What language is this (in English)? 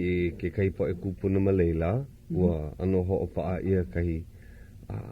Hawaiian